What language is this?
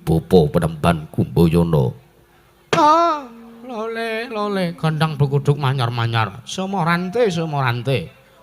Javanese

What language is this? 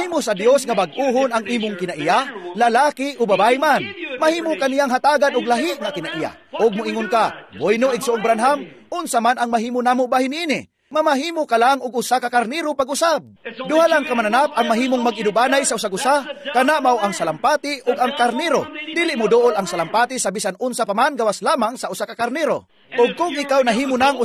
Cebuano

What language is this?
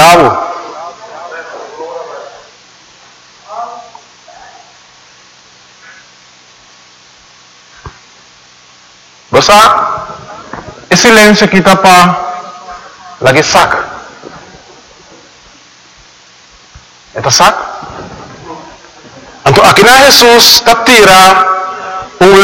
Papiamento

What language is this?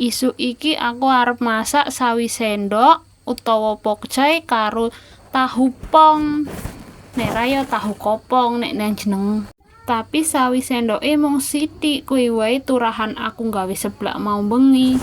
Javanese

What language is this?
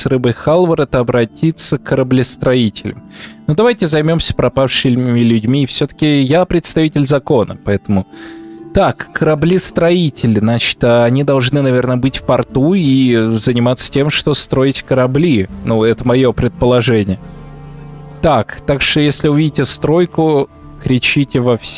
Russian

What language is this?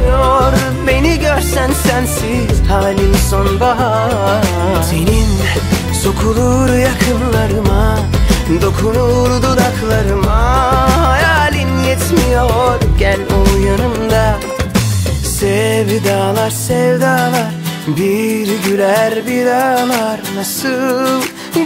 Turkish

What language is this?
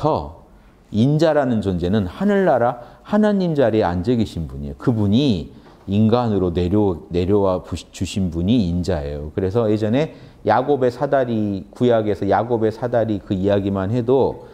Korean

